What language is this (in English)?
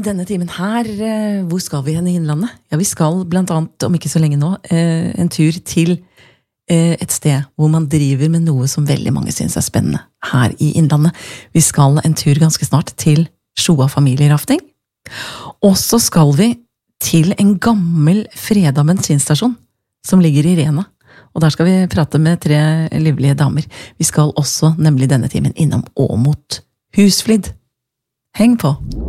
Norwegian